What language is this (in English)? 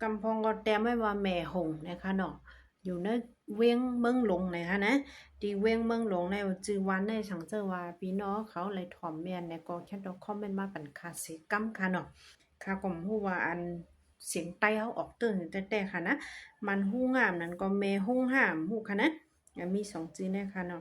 Shan